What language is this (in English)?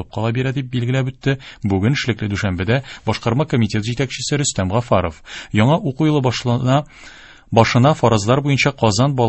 Tatar